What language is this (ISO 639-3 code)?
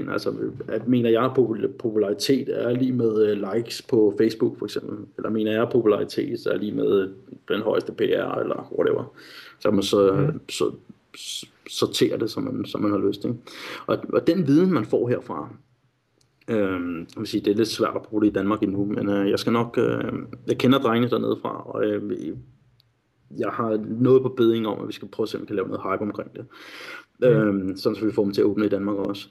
dan